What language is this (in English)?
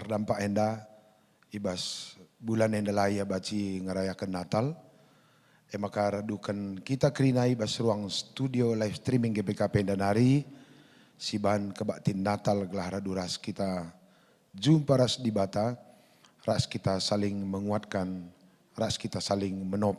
Batak Karo